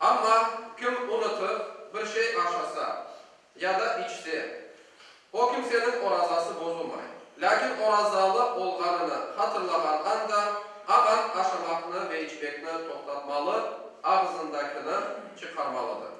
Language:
Crimean Tatar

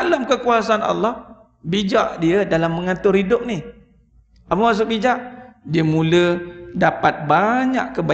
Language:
Malay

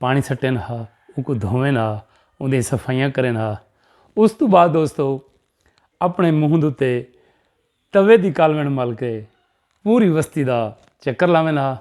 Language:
Saraiki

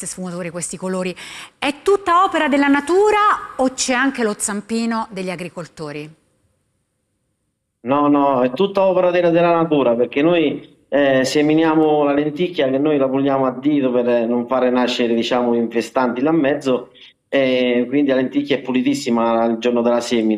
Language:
Italian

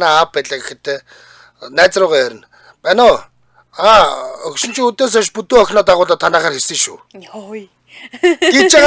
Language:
Mongolian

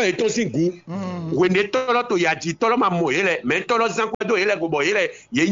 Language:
Fon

